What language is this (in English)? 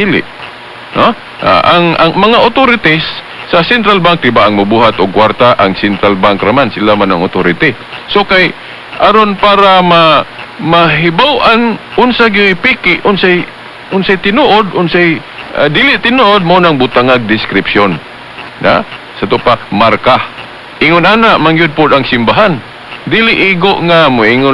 Cebuano